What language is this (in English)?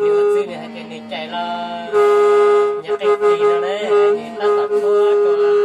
Hmong